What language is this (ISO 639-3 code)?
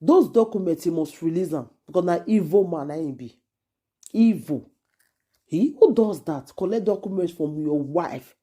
pcm